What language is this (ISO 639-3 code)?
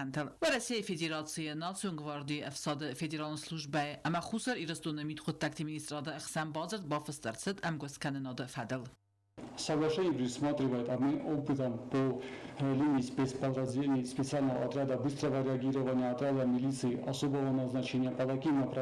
oss